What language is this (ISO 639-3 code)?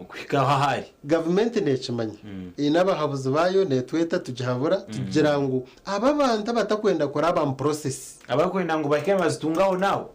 nyn